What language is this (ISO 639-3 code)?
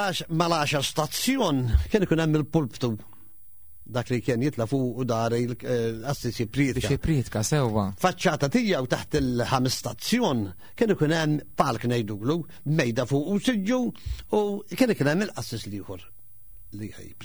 mlt